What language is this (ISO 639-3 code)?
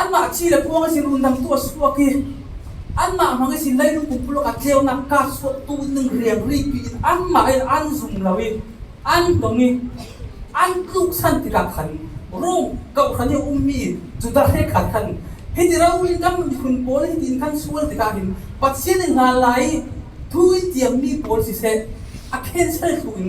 cfm